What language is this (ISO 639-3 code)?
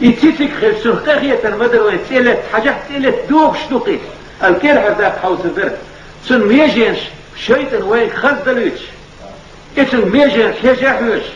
che